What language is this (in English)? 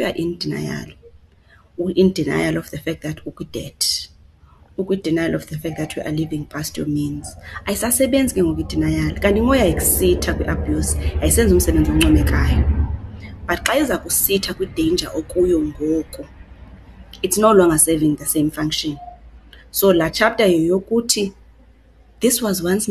Xhosa